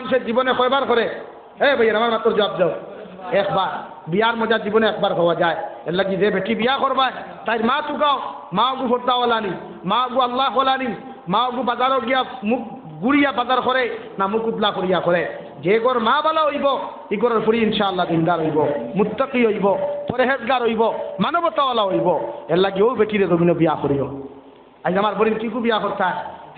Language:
Sylheti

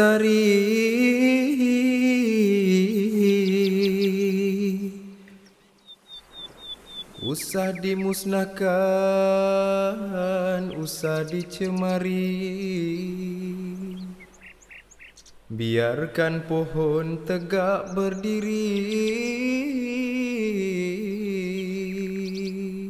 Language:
Malay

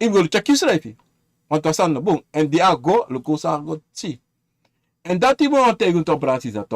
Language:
Sranan Tongo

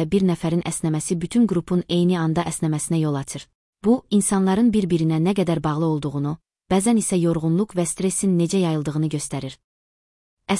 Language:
Azerbaijani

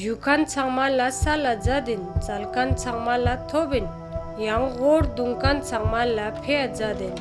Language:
Ladakhi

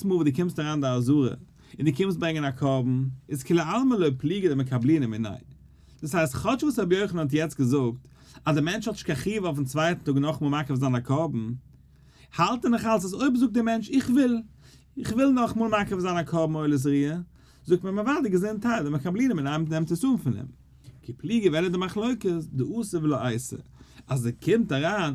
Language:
Yiddish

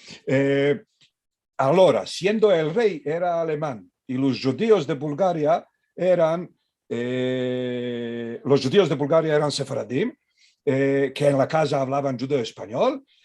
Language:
Ladino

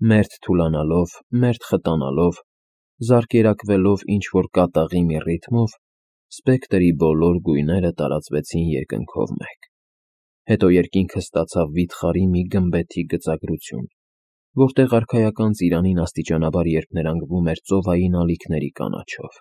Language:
Armenian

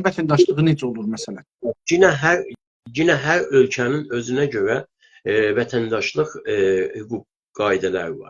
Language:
South Azerbaijani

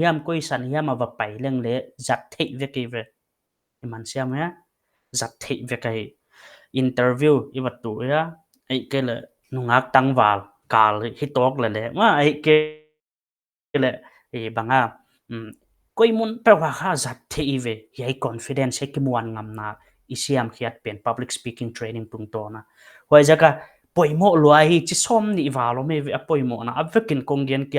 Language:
Paite Chin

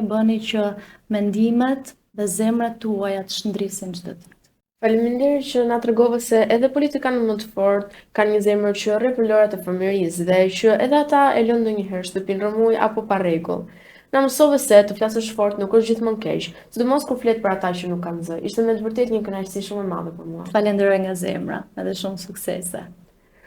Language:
Albanian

